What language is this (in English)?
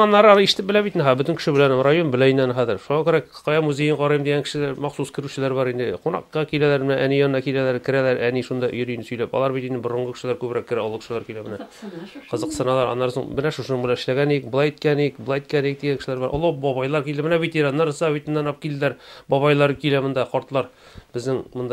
Tatar